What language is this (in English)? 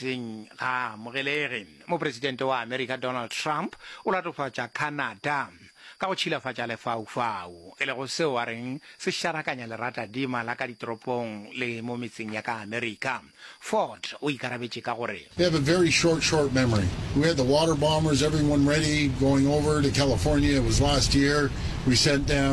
Northern Sotho